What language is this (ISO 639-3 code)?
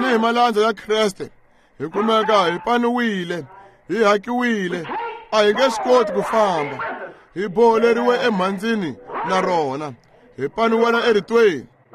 tso